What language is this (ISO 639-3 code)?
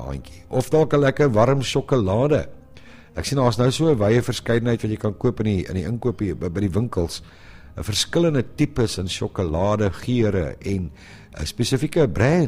afr